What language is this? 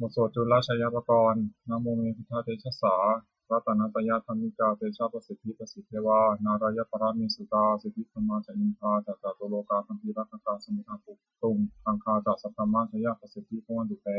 Pali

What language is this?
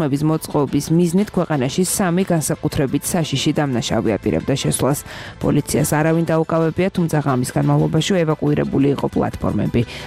Georgian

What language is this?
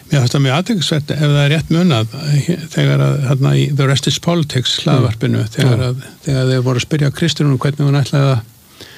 Icelandic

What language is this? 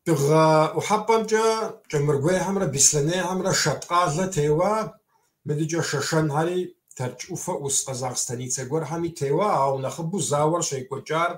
Kabardian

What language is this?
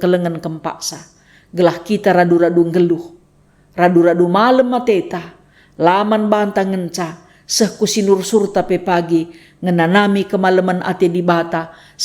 Batak Karo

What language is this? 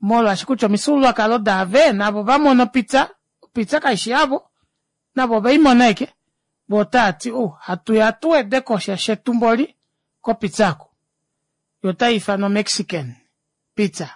Kuanyama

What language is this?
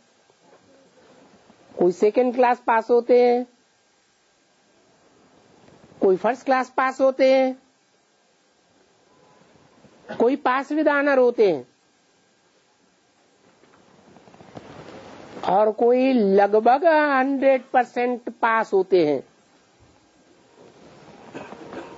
Hindi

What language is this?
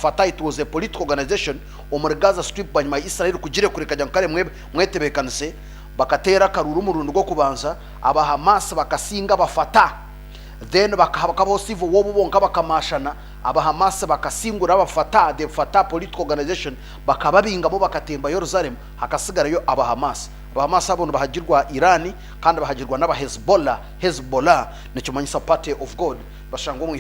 Nyankole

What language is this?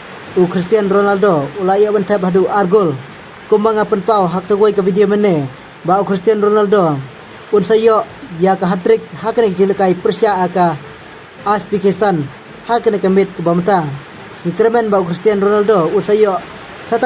Khasi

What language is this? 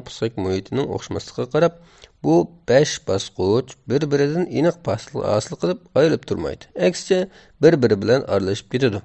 Uyghur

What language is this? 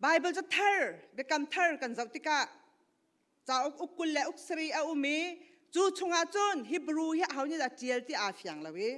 Hakha Chin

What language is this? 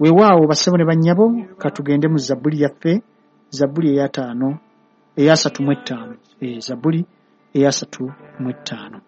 Ganda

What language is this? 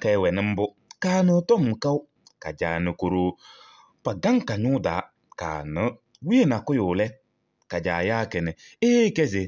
Kabiyè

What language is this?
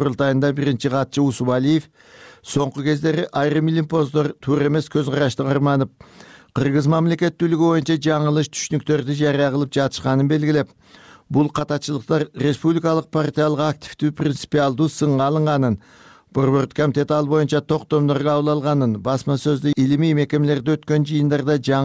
Kyrgyz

